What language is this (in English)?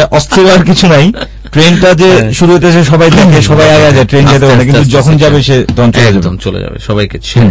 Bangla